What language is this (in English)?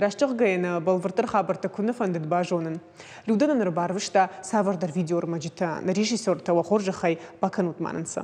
Ossetic